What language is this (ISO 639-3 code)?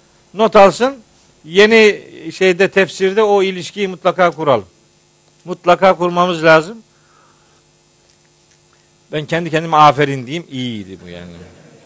tur